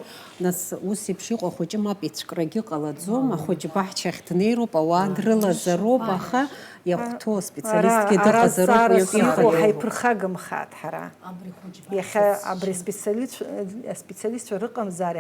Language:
Abkhazian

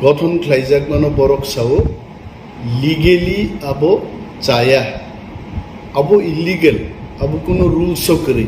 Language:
Kok Borok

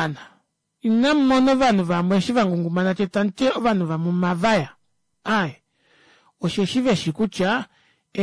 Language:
Kuanyama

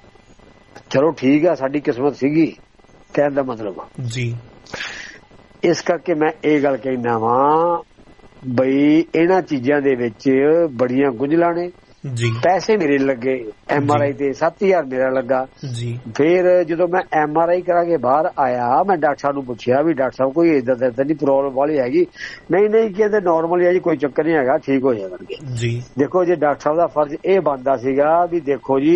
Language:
Punjabi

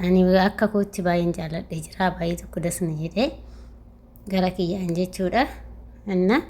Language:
Oromo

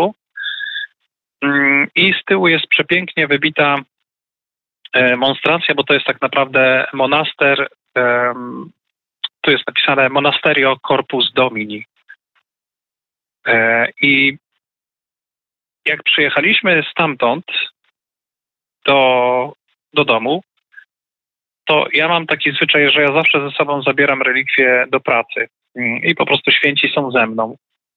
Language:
Polish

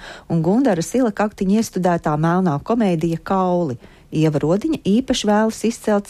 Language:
Latvian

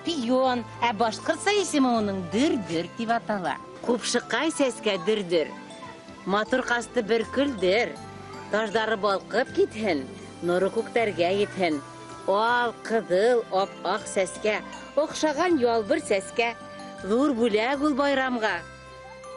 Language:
Bashkir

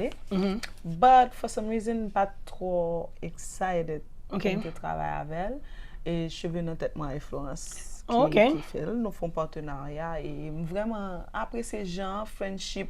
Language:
Haitian Creole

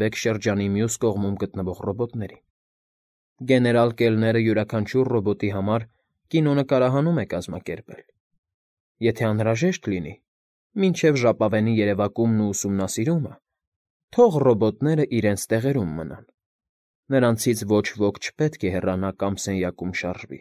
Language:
Armenian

